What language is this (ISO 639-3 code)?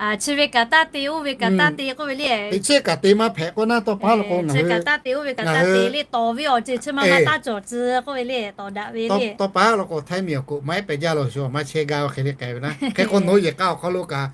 lhu